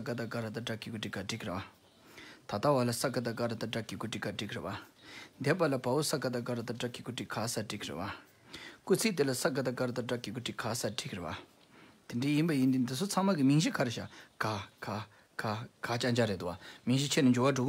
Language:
Tibetan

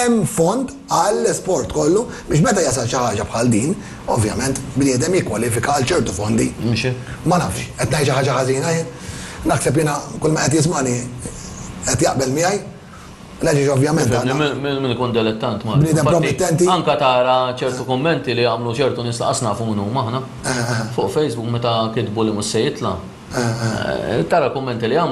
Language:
Maltese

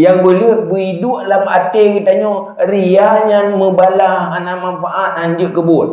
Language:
Achinese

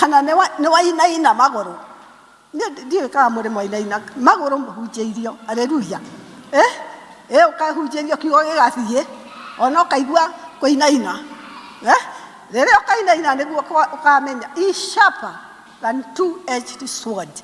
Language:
Kikuyu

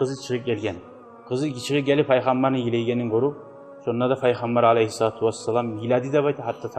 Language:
Kumyk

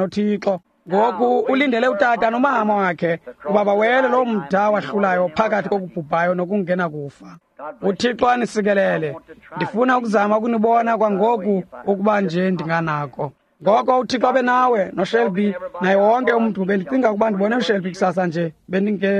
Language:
Xhosa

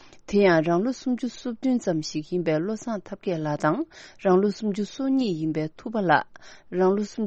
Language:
Tibetan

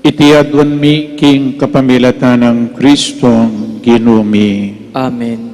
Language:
Pampanga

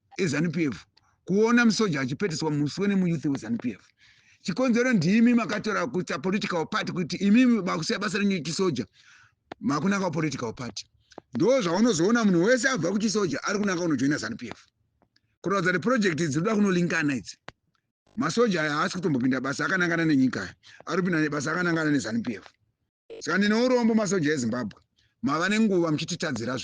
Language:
Shona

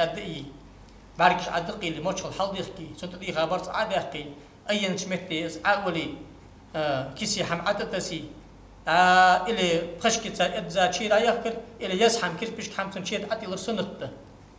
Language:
Ingush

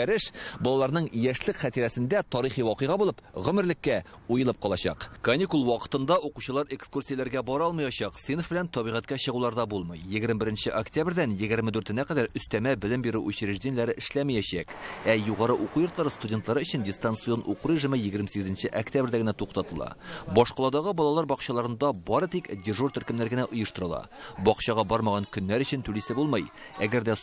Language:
Tatar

